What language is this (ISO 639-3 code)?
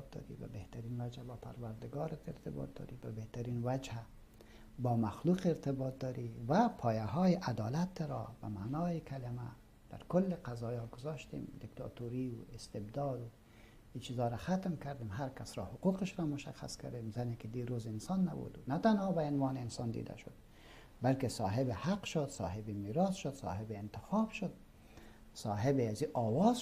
fas